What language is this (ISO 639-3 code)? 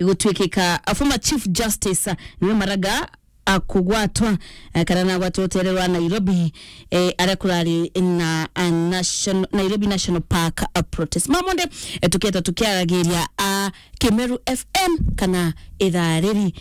mer